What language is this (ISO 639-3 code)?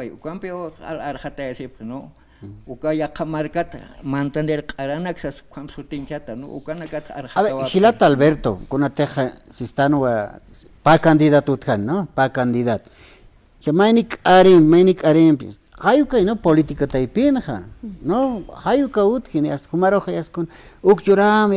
aym